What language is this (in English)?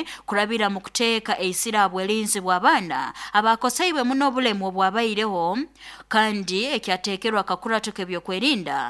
Nyankole